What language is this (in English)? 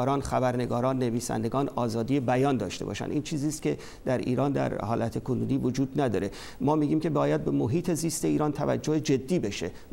Persian